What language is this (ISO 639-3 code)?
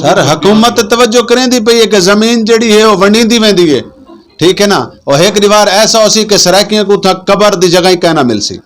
skr